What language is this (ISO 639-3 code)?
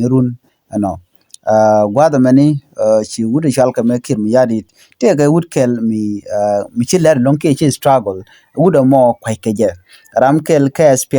nus